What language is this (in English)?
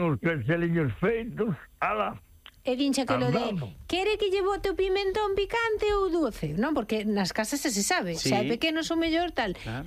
Galician